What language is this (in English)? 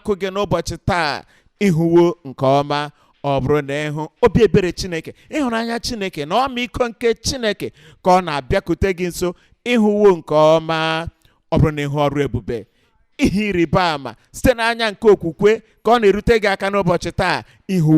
Igbo